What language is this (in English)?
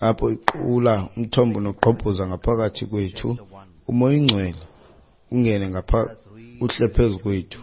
Xhosa